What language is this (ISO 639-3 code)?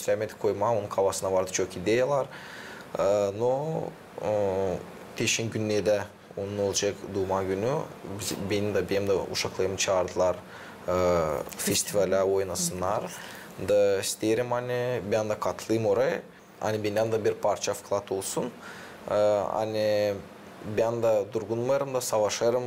gag